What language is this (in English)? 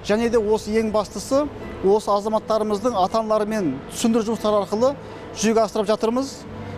Kazakh